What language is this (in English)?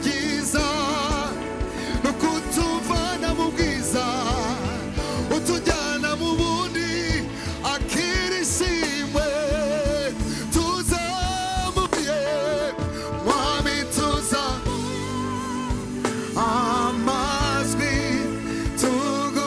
Kinyarwanda